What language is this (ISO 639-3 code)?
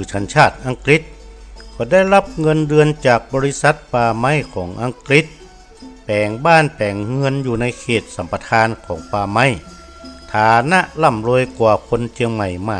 nod